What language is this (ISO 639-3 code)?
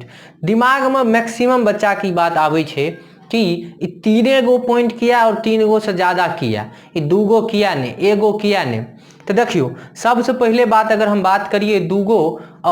mai